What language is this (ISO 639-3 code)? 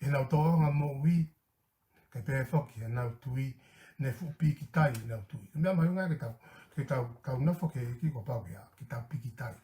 ton